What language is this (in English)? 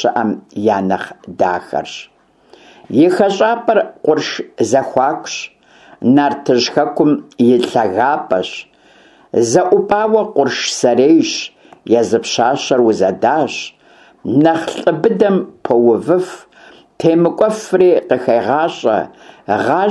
Kabardian